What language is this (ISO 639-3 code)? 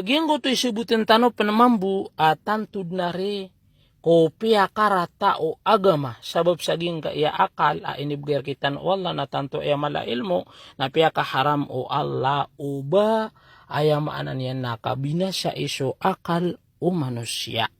mrw